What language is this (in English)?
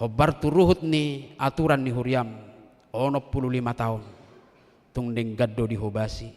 Batak Toba